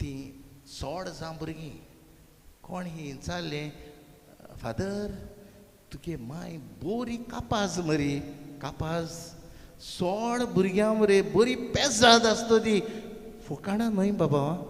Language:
Konkani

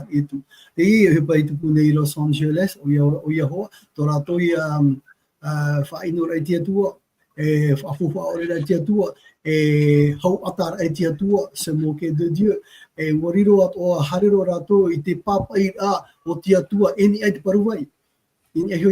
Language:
Tahitian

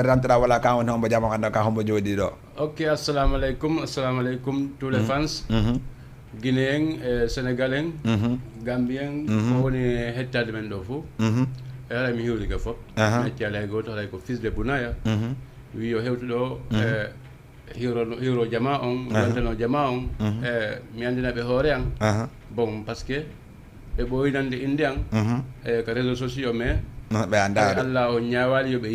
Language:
Fula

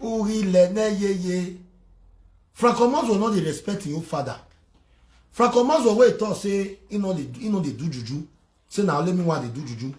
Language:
Nigerian Pidgin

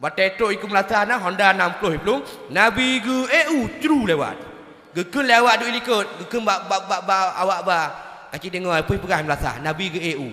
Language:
Achinese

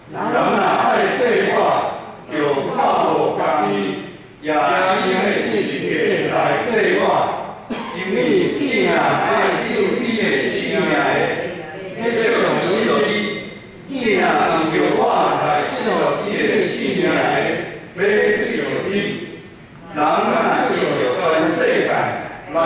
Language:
Min Nan Chinese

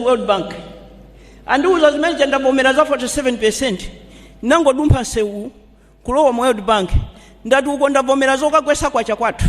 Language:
Nyanja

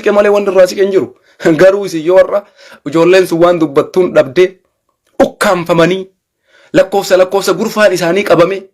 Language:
Oromo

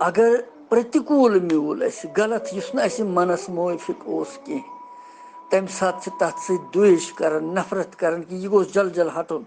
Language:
Kashmiri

